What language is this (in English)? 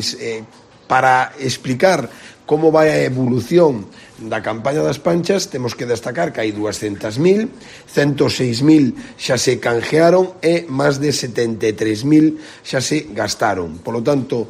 Galician